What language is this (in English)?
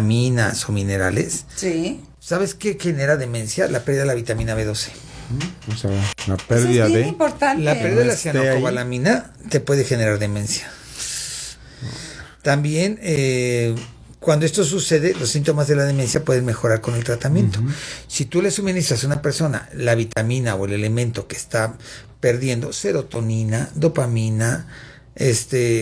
Spanish